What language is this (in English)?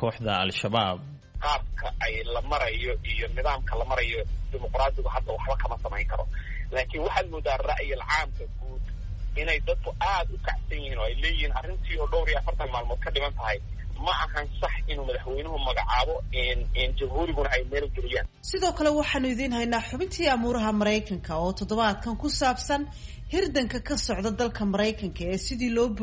Somali